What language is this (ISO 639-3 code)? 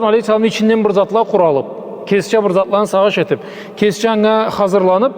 krc